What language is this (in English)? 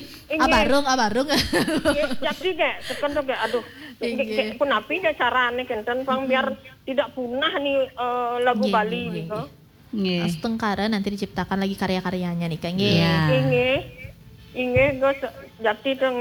Balinese